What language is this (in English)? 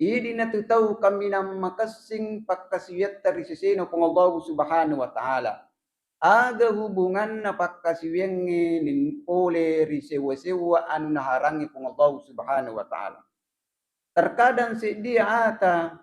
Buginese